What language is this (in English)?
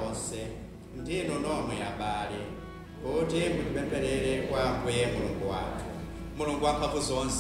Nyanja